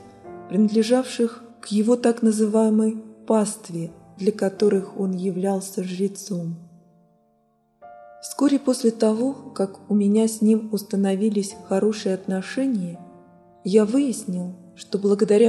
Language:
Russian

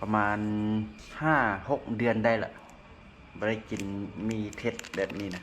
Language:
Lao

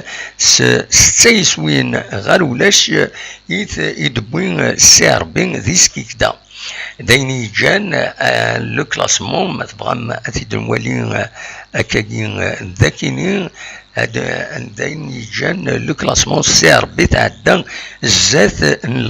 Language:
Kabyle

